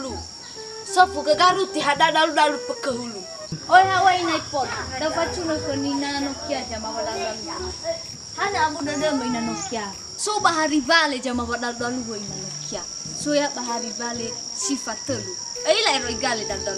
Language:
Nias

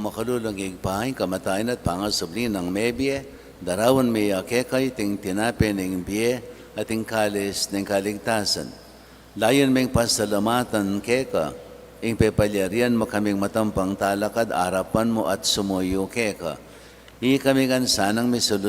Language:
Pampanga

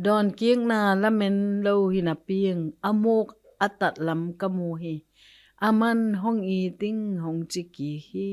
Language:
Tedim Chin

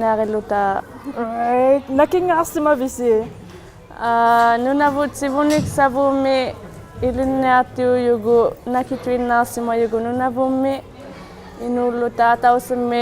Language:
Inuktitut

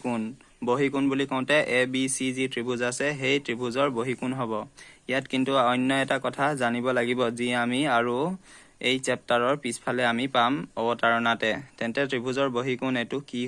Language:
Assamese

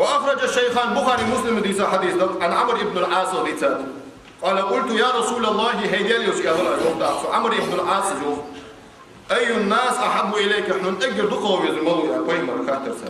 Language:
Ingush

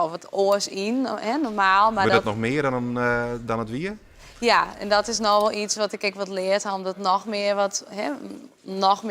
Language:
Western Frisian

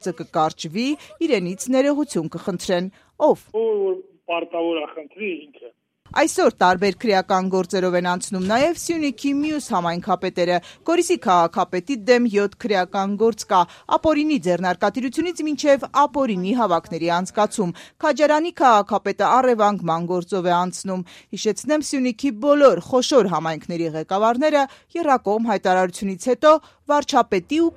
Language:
Armenian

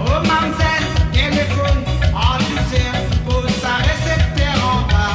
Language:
Morisyen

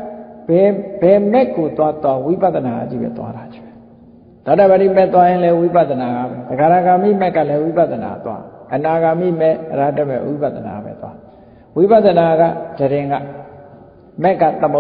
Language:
Burmese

